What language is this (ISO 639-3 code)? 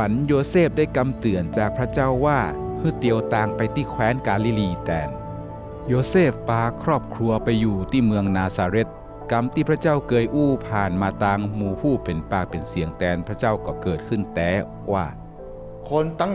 nod